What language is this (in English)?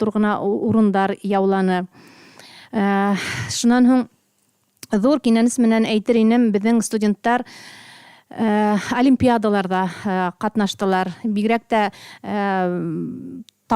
Bashkir